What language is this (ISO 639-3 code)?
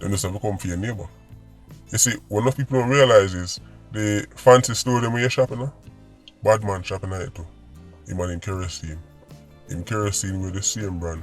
jam